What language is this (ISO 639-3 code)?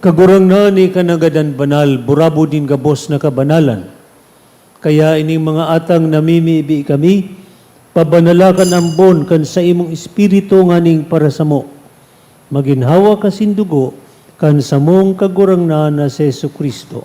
bik